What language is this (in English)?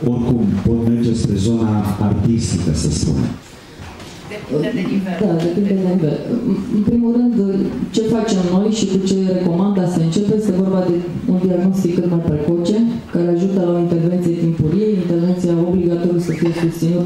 Romanian